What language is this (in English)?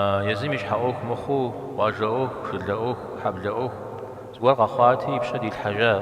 Kabardian